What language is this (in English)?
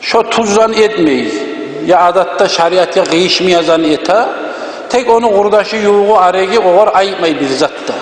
Kumyk